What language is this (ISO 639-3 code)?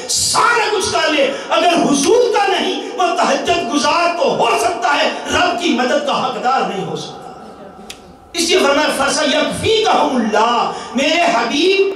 urd